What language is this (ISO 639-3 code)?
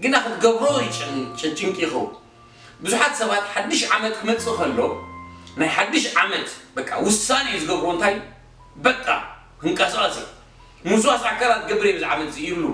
tir